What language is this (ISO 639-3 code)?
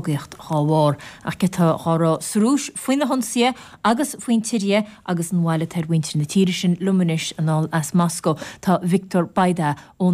gle